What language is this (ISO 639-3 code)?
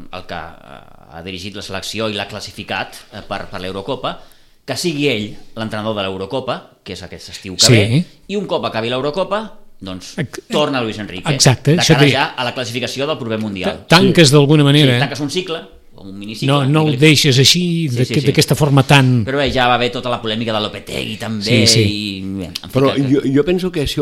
cat